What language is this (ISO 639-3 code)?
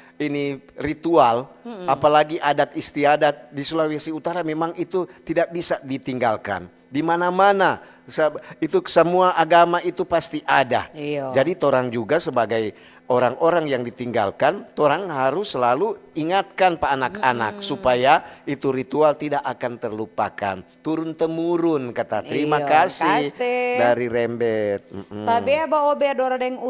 xmm